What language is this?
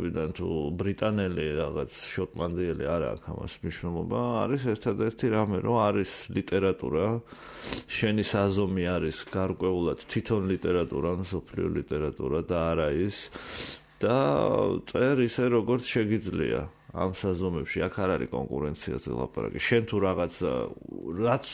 Georgian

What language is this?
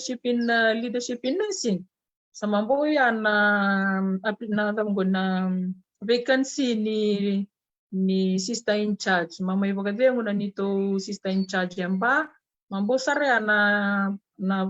Fijian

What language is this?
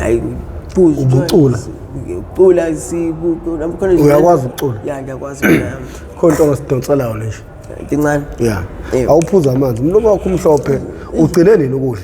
Zulu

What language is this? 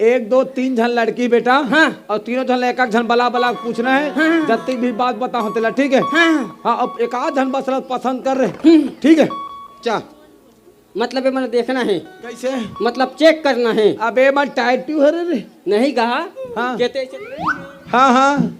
Chhattisgarhi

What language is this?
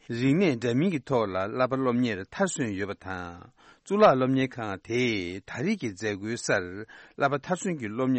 Tibetan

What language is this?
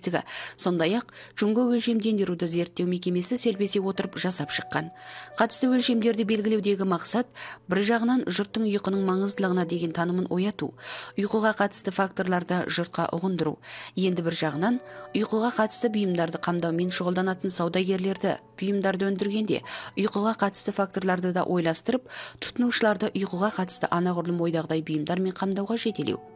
Kazakh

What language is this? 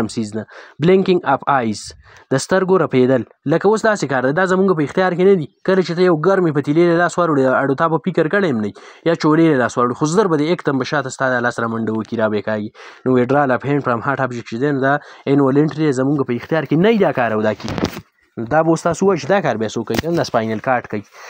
Pashto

